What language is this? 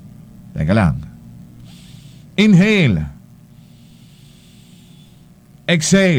Filipino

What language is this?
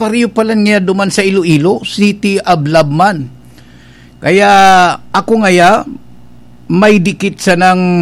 Bikol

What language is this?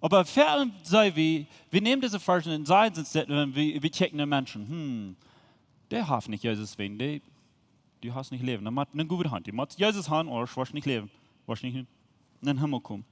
Plautdietsch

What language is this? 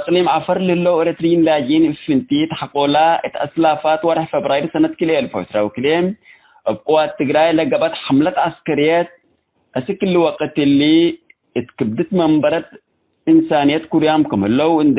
Tigre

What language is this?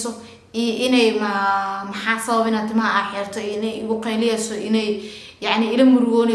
Somali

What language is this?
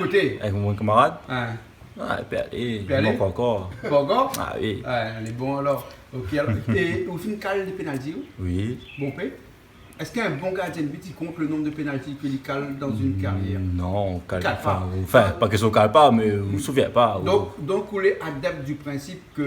Réunion Creole French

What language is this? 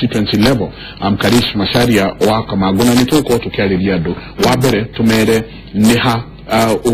Kikuyu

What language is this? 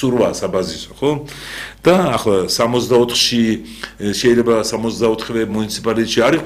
Georgian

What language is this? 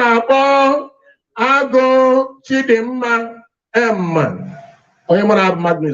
Igbo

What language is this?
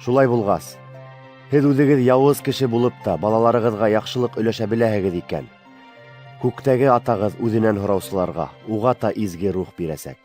Bashkir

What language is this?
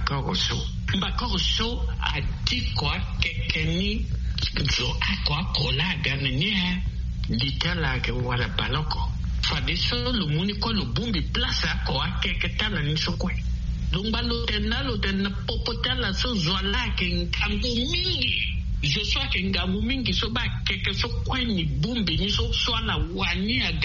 Sango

